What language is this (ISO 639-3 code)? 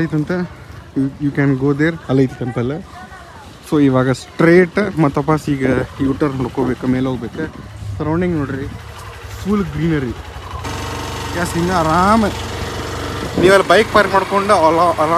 kan